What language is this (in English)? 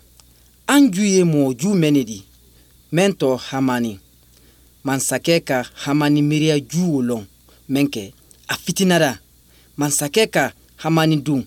Bambara